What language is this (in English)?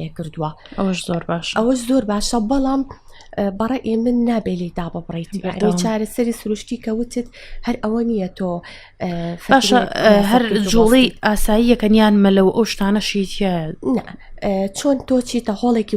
Central Kurdish